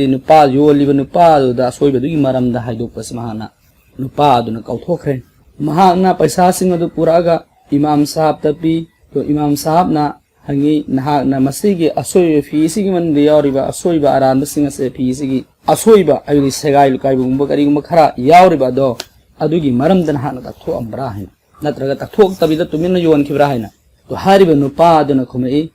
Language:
Manipuri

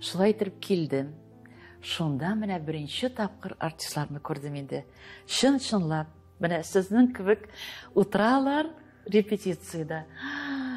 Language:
Tatar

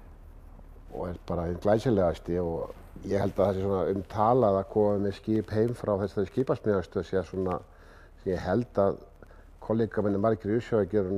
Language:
Icelandic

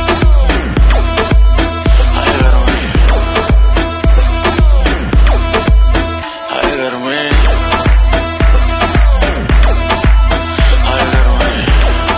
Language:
Hindi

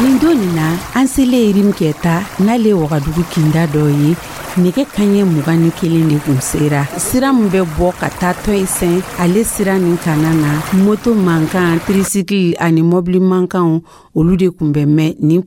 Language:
Dyula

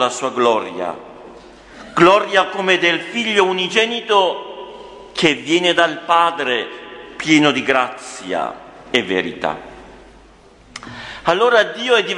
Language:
Italian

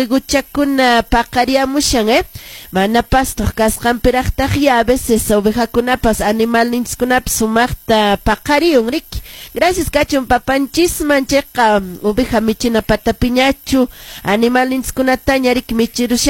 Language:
Quechua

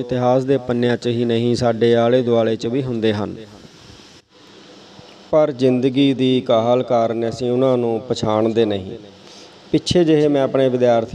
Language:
Punjabi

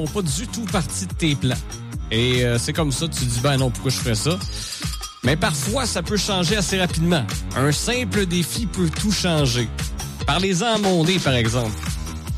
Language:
French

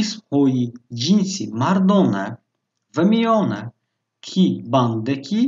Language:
Tajik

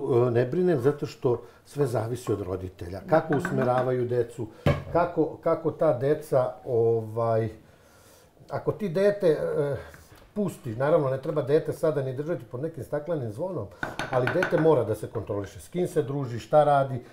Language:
Serbian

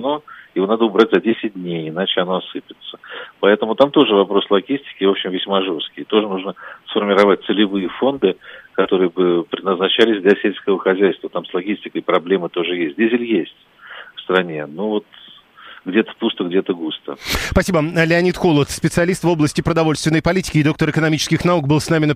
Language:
Russian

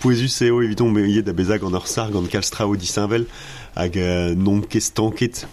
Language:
Breton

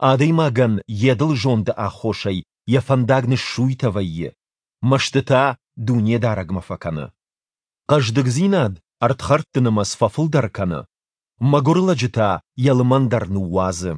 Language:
Ossetic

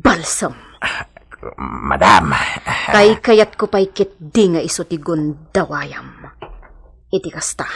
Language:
Iloko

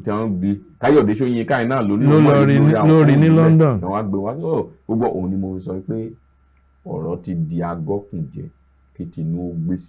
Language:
Yoruba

